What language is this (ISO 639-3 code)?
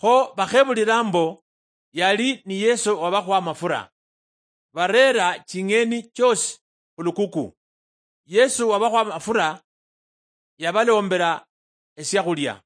luy